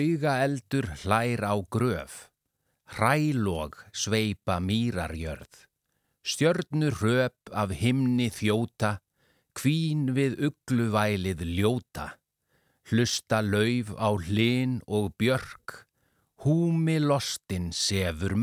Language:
Icelandic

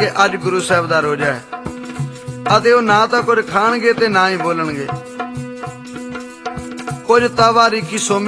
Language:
Punjabi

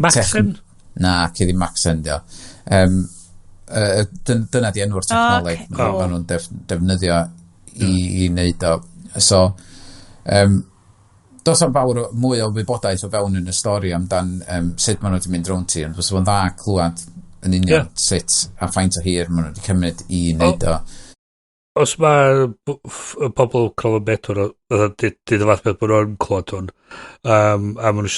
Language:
Welsh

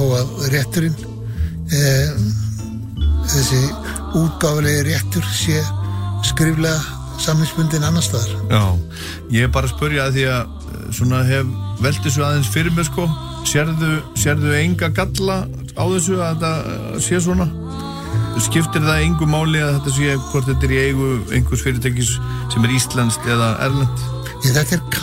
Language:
Icelandic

